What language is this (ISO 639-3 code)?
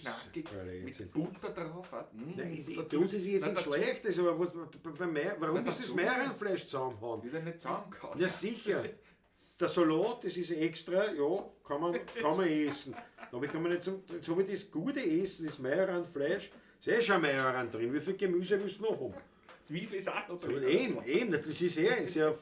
bar